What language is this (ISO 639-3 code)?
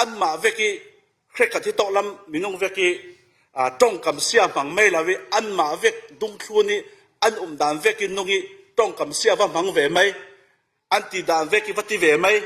cfm